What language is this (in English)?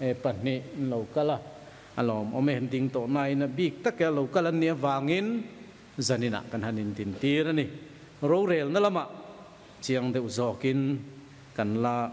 Mizo